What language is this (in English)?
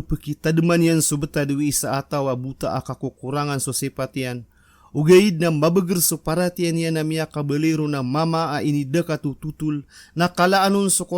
Maranao